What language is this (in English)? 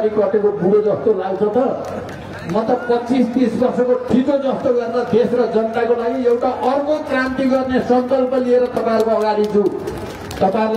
Nepali